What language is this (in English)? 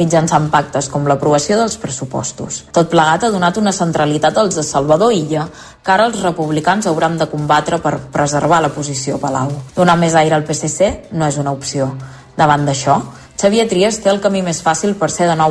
Catalan